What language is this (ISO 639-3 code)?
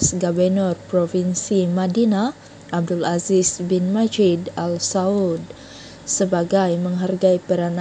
msa